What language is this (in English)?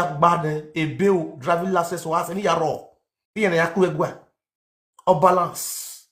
Nigerian Pidgin